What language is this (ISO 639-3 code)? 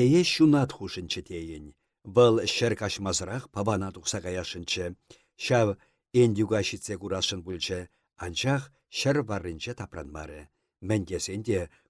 chv